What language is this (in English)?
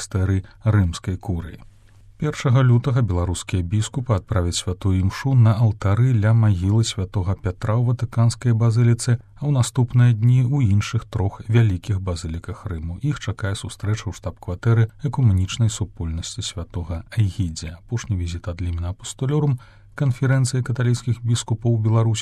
Belarusian